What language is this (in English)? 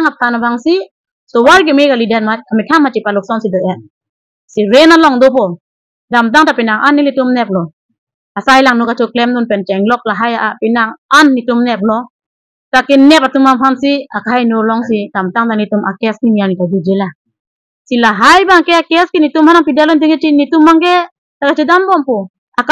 Karbi